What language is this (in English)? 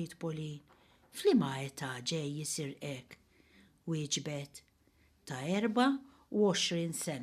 Maltese